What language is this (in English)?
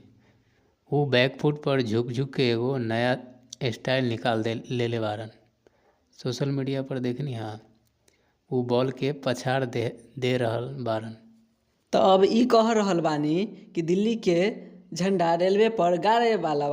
Bhojpuri